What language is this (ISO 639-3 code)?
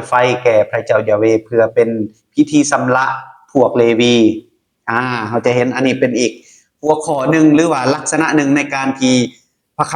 lao